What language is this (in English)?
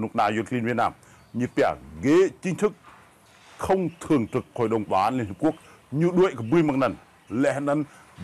Rade